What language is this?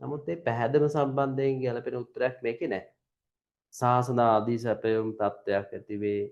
Sinhala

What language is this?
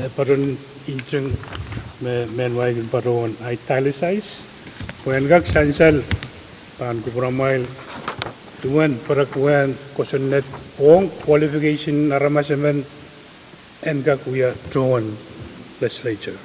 Pohnpeian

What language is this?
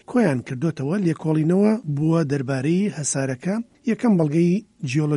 Central Kurdish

